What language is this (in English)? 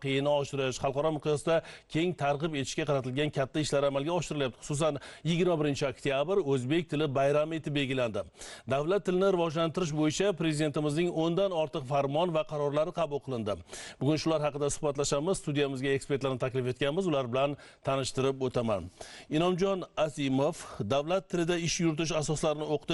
Uzbek